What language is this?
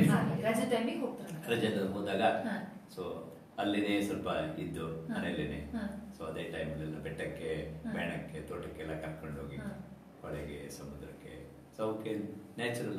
Kannada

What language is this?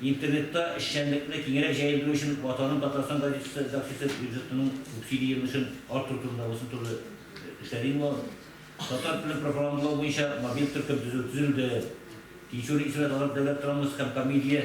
Tatar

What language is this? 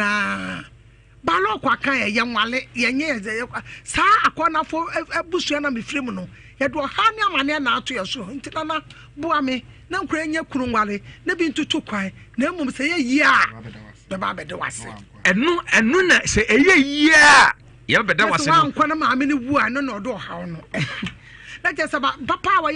Akan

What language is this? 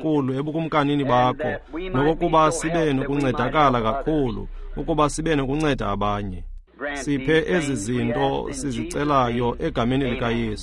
Xhosa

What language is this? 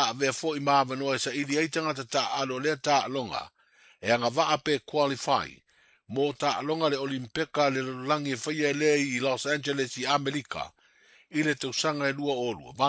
Samoan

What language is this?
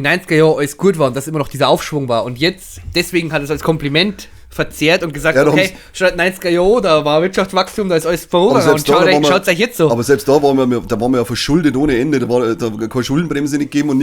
Bavarian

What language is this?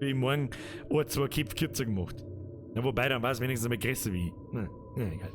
Bavarian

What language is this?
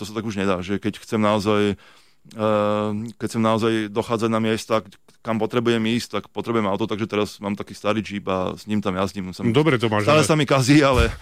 Slovak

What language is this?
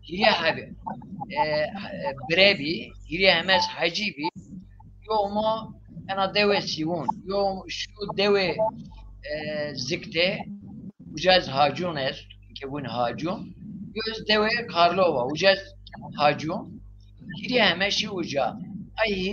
Zaza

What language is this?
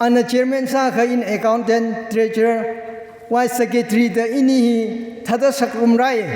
Tangkhul Naga (India)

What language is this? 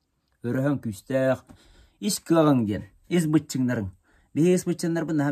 Yakut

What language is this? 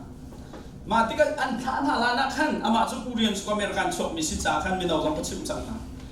Hakha Chin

